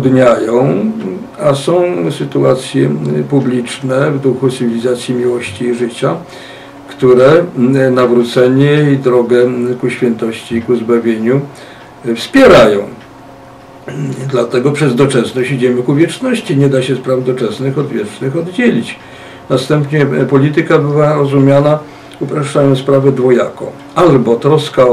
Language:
Polish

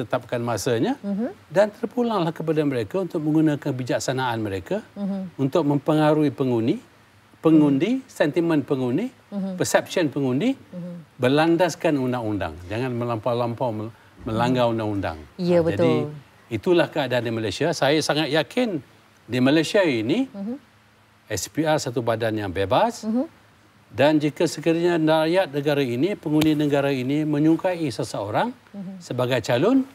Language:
Malay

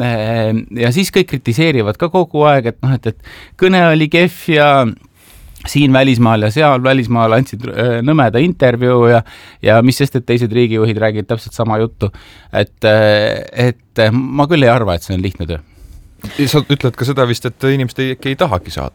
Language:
Estonian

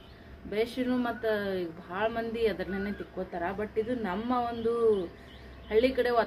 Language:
Kannada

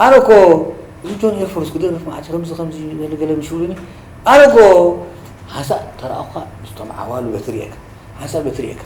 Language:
Tigrinya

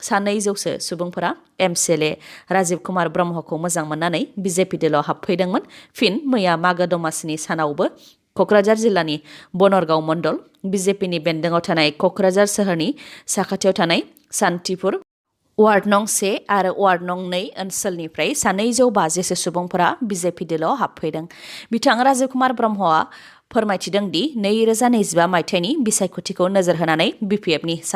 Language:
Bodo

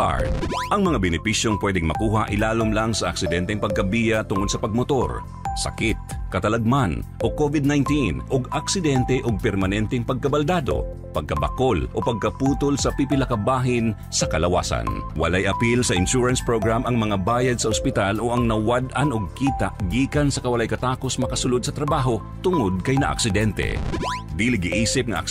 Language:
Cebuano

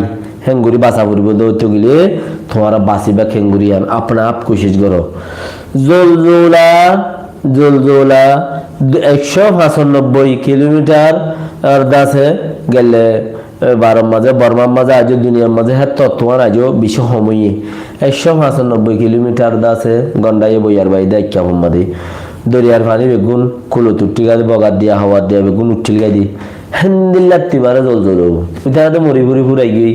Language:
Rohingya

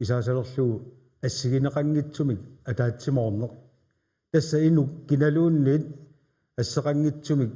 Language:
Kalaallisut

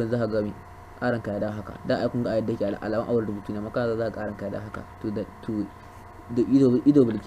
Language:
Hausa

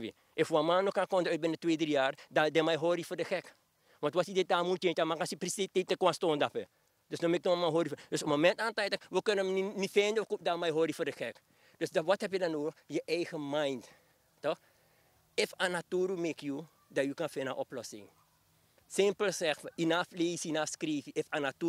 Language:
Sranan Tongo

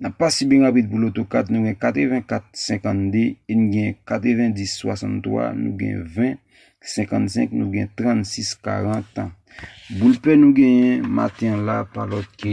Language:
Haitian Creole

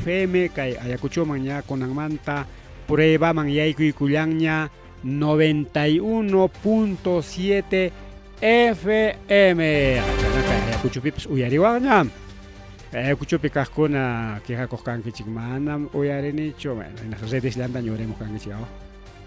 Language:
Ayacucho Quechua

